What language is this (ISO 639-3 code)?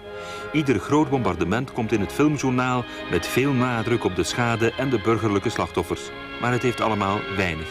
nld